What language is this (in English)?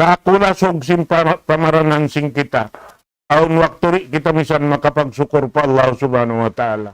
Tausug